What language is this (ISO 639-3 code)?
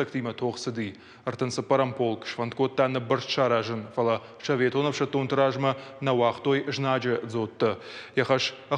oss